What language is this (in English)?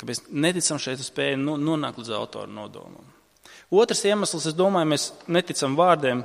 Latvian